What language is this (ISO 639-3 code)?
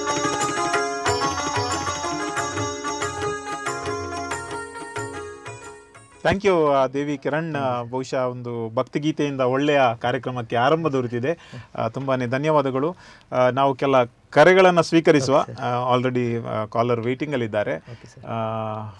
kan